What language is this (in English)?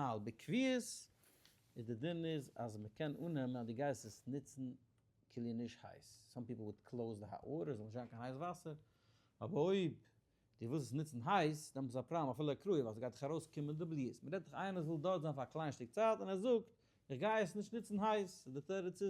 Yiddish